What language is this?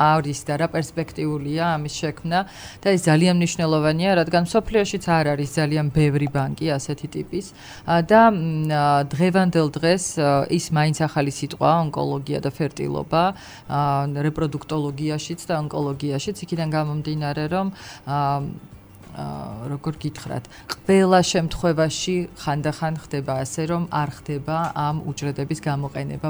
Georgian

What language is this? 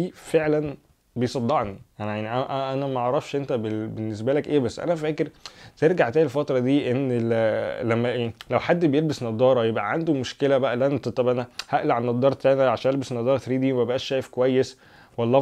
Egyptian Arabic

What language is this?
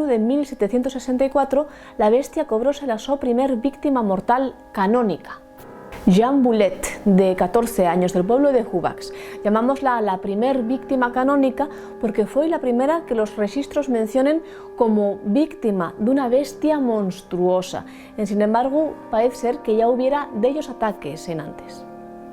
Asturian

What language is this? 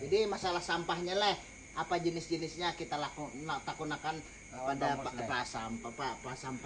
Banjar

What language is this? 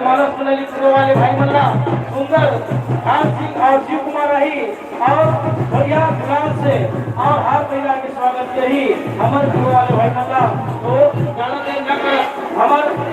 Chhattisgarhi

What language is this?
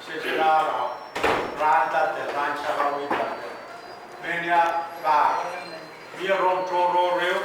Pohnpeian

